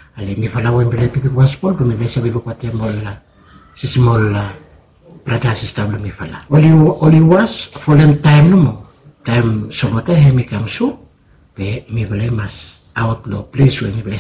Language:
Bislama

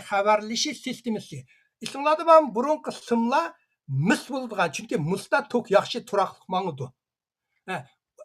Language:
Uyghur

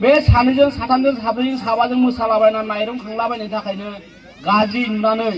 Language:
Bodo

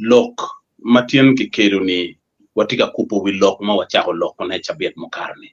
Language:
Acoli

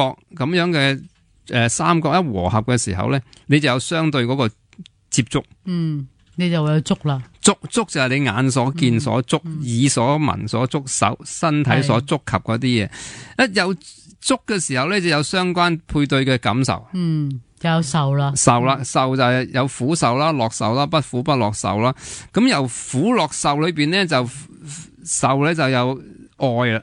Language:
Cantonese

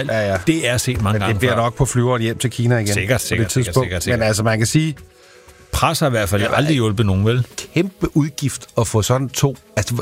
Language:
Danish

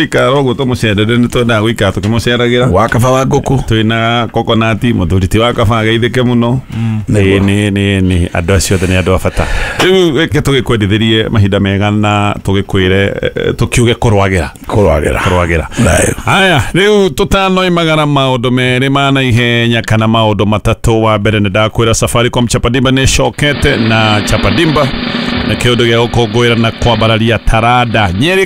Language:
Kikuyu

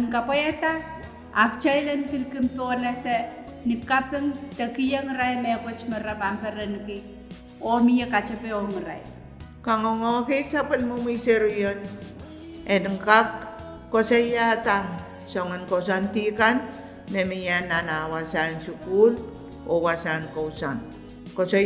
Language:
Pohnpeian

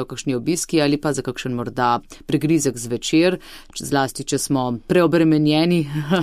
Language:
Slovenian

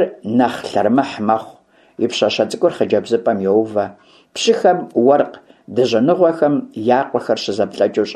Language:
Kabardian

